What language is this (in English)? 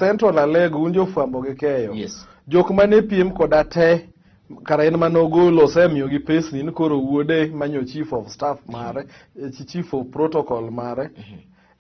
Luo (Kenya and Tanzania)